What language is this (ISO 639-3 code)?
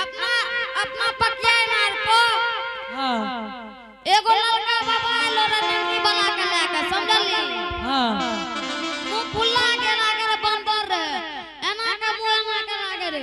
anp